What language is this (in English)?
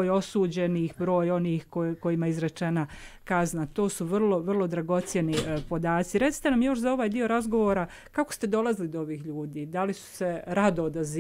Bosnian